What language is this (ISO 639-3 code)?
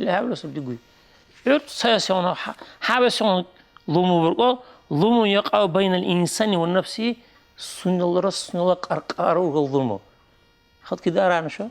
dar